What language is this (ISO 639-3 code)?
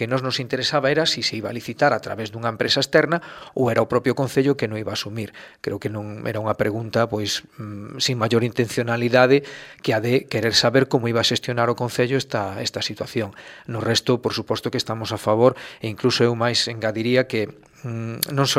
glg